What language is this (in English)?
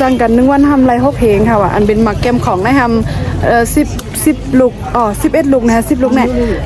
Shan